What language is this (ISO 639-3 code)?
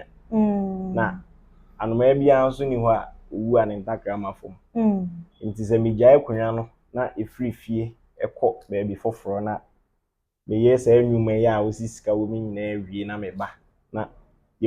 aka